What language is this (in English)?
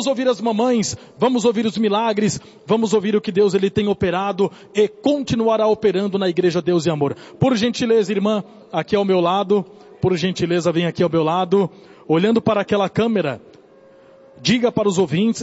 Portuguese